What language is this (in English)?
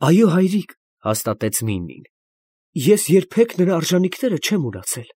Armenian